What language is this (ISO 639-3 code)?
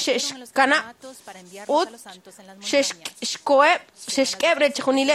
kek